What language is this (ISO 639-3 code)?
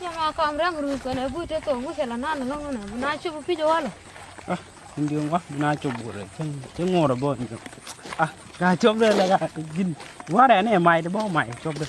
nus